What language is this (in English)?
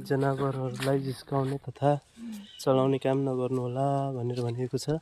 Nepali